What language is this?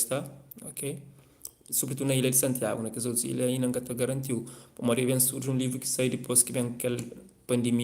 Kabuverdianu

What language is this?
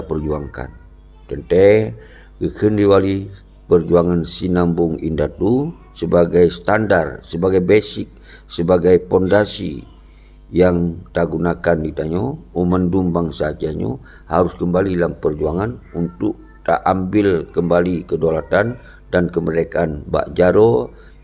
Achinese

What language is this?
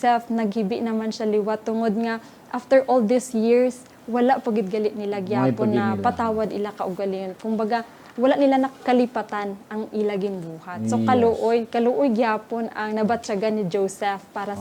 Hiligaynon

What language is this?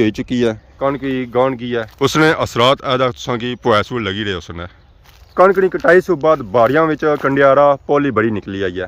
Pahari-Potwari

